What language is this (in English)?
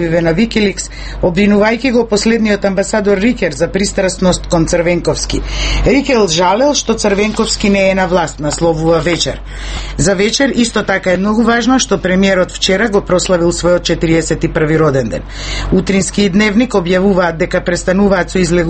Macedonian